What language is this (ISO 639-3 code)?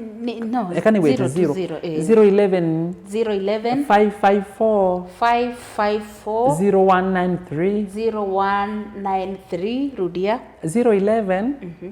kam